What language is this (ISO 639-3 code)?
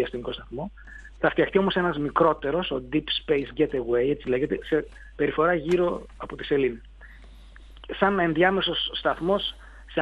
ell